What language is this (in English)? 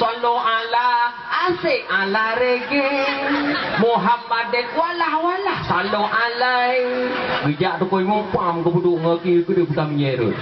Achinese